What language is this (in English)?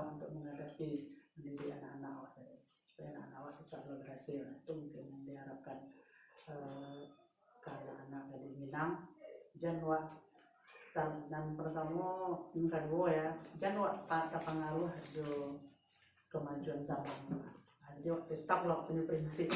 Minangkabau